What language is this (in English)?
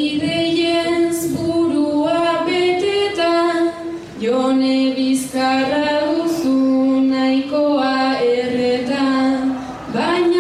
Basque